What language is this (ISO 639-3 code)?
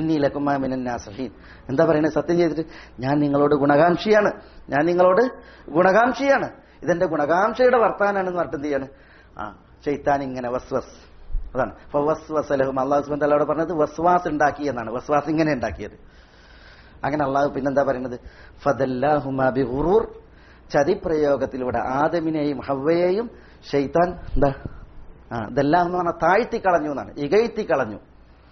mal